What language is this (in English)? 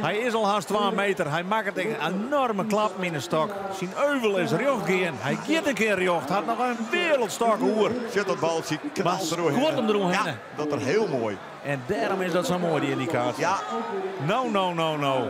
Western Frisian